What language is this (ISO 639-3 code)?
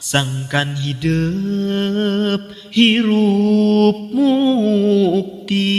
sun